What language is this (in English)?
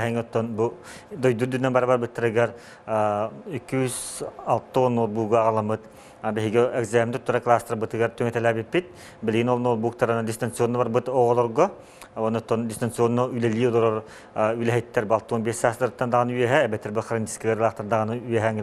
Yakut